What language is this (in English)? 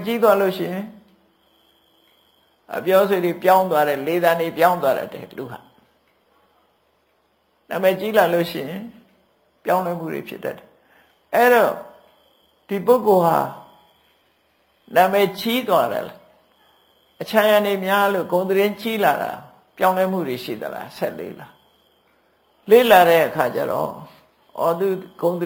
Burmese